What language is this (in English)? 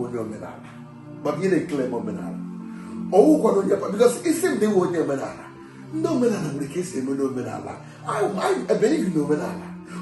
Igbo